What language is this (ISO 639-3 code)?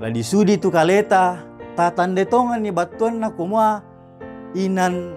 sda